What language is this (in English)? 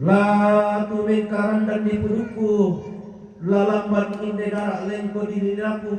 Toraja-Sa'dan